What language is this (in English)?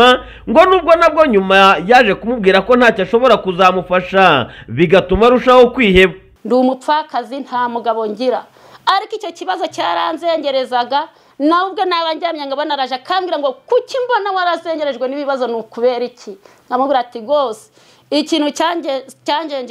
Kinyarwanda